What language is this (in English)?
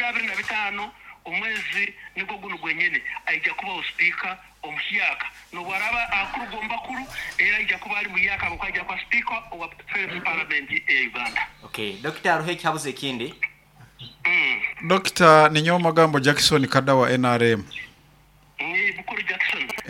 Nyoro